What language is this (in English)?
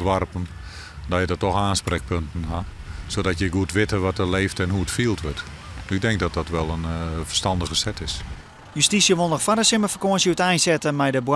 Western Frisian